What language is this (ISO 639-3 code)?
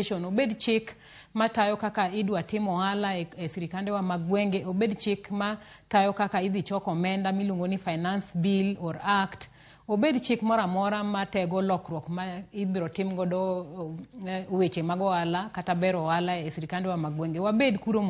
luo